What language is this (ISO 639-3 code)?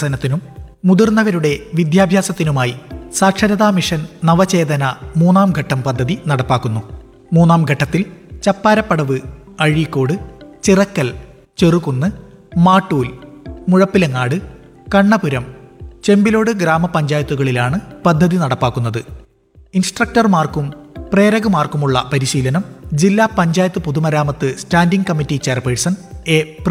mal